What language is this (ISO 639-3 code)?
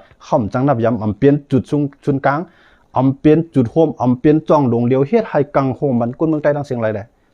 shn